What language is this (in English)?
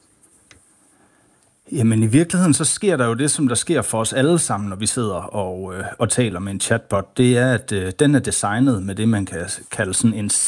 Danish